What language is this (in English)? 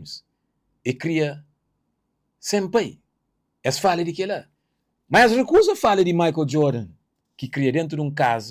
Kabuverdianu